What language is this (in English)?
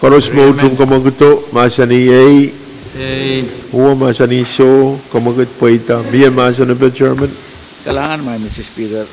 Pohnpeian